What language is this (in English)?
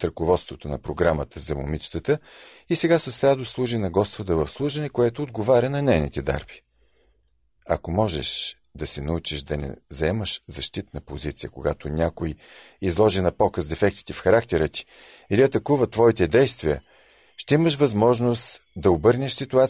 Bulgarian